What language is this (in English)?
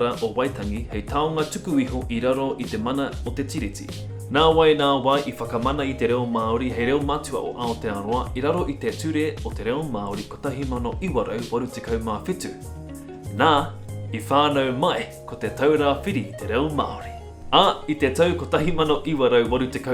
Māori